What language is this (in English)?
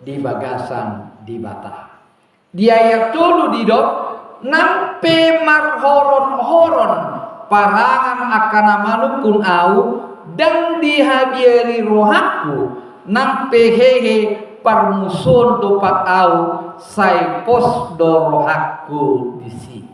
Batak Toba